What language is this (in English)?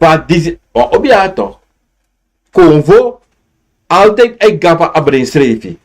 Sranan Tongo